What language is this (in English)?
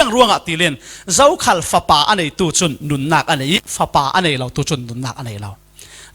Falam Chin